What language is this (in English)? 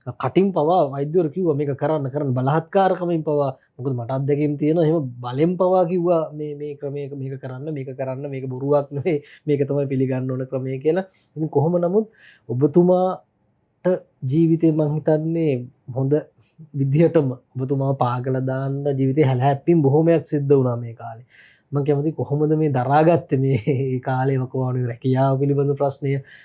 Sinhala